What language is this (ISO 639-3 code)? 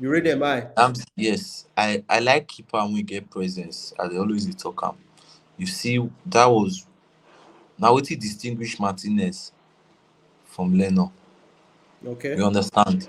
pcm